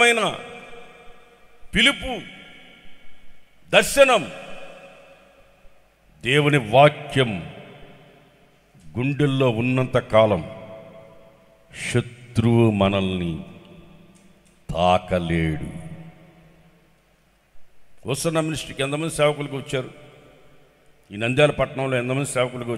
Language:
Telugu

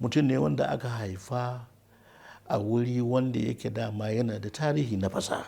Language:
Hausa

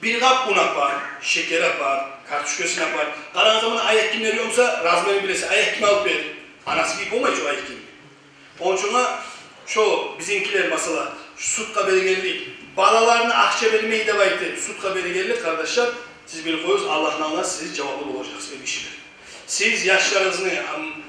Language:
Kumyk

